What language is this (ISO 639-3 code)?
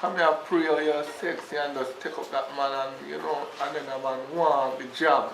jam